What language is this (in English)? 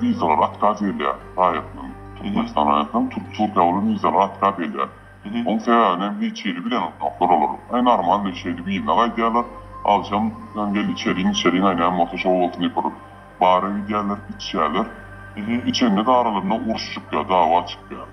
Turkmen